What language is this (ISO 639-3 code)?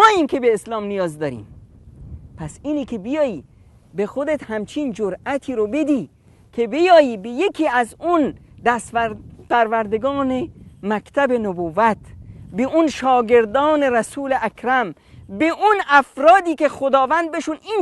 fas